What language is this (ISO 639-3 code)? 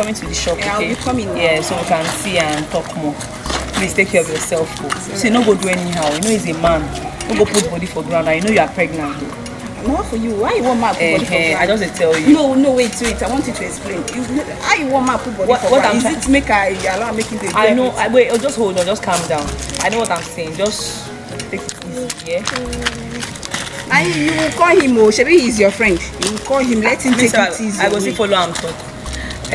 pcm